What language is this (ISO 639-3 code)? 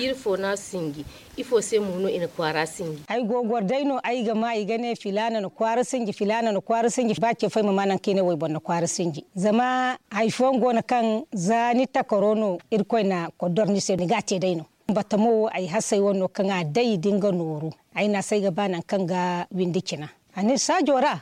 dje